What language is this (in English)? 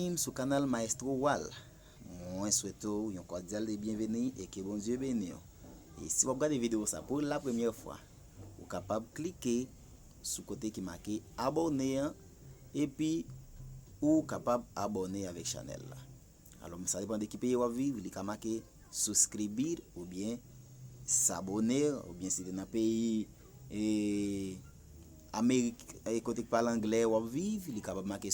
Haitian Creole